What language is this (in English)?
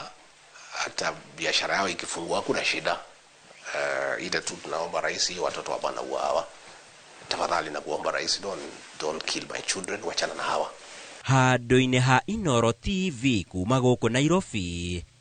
Kikuyu